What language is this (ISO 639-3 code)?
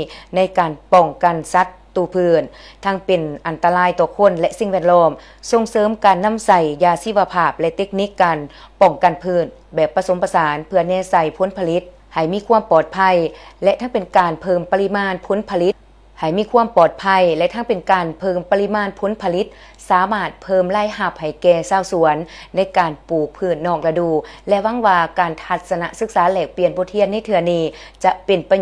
lao